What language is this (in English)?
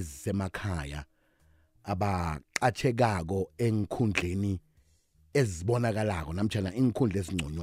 South Ndebele